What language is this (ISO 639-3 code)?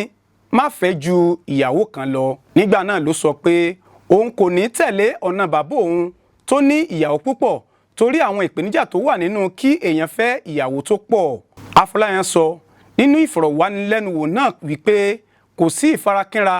yor